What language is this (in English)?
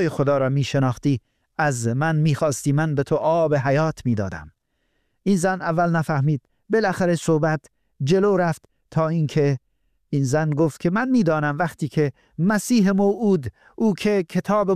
Persian